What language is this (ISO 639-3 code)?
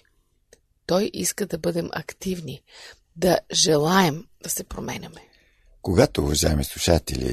bul